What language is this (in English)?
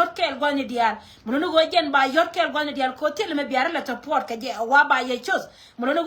Nuer